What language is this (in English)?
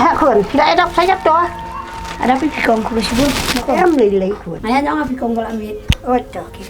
Khasi